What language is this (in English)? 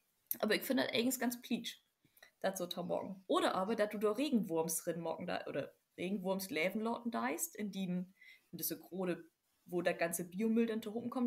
Low German